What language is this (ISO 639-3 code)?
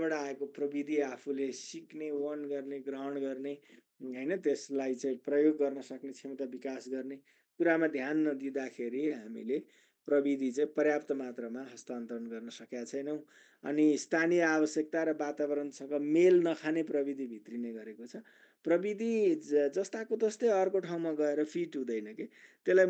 nep